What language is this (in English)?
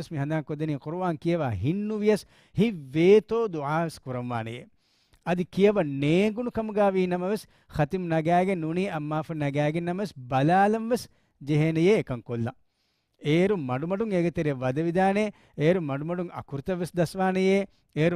Divehi